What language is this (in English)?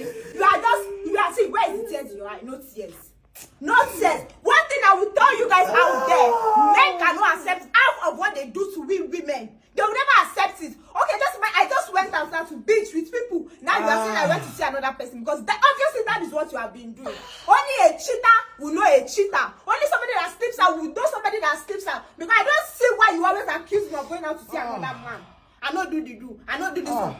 Nigerian Pidgin